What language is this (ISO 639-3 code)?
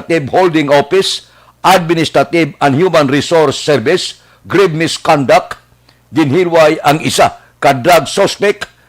hil